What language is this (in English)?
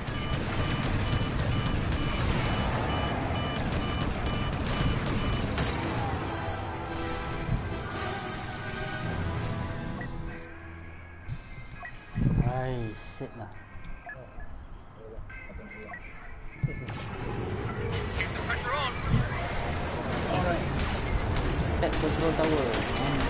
Malay